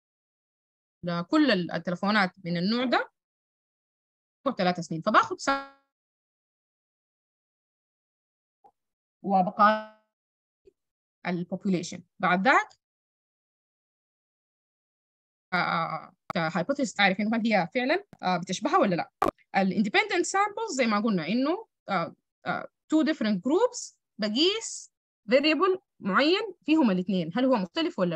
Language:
Sudanese Arabic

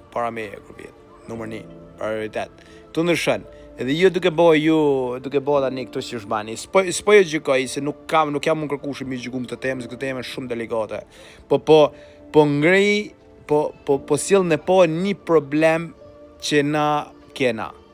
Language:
Albanian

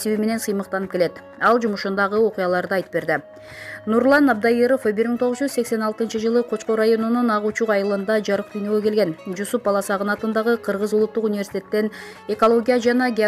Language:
Kyrgyz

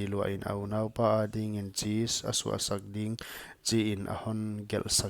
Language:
Paite Chin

